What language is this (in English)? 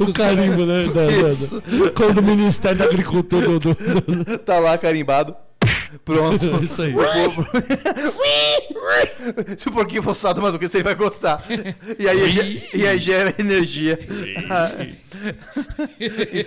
Portuguese